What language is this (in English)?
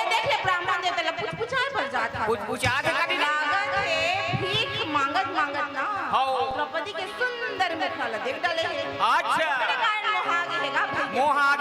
Chhattisgarhi